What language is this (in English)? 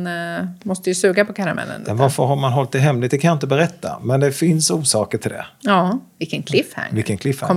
Swedish